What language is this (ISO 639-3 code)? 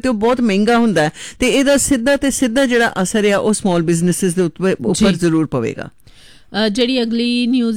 pan